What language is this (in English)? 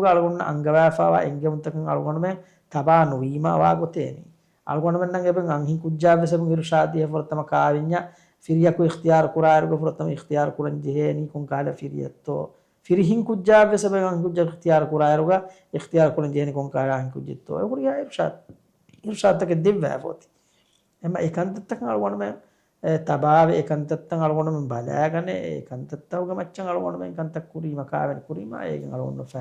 Divehi